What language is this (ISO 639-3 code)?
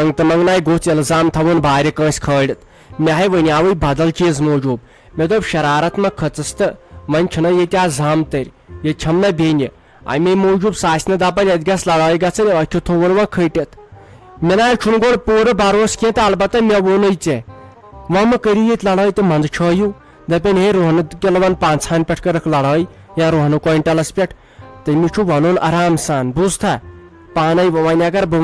kas